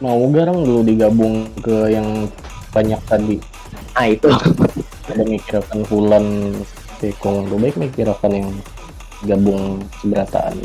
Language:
Banjar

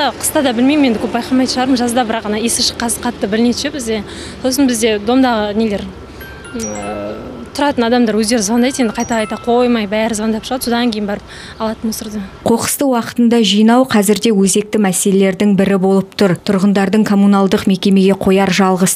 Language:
Kazakh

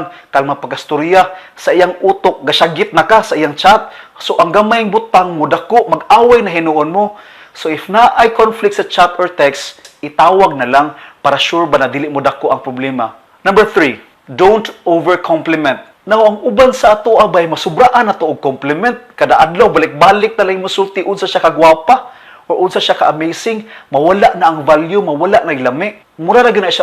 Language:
Cebuano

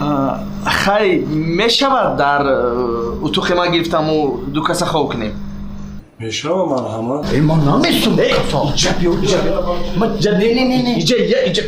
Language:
Tajik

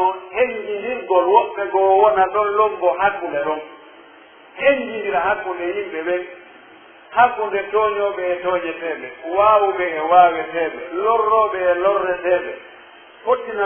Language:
Pular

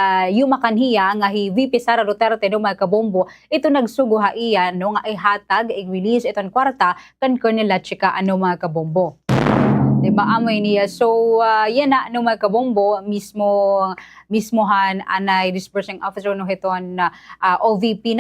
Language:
Waray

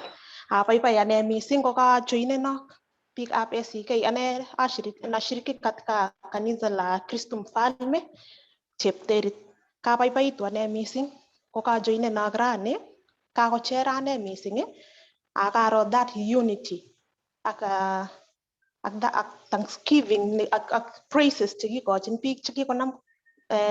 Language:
Kalenjin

